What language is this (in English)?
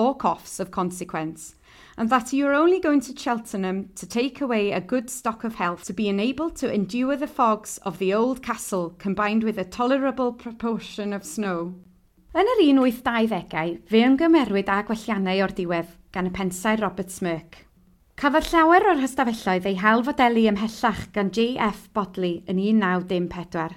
Welsh